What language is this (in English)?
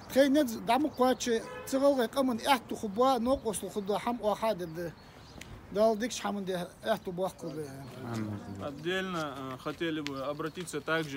Ingush